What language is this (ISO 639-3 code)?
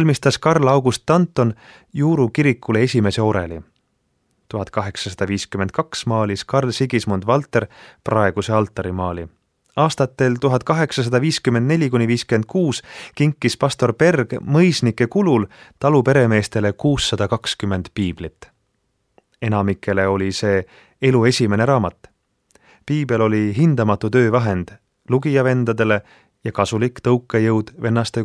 est